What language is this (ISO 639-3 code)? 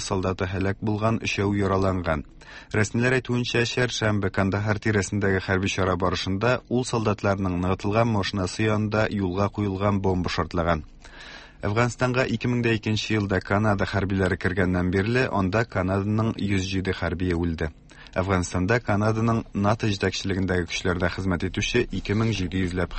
tat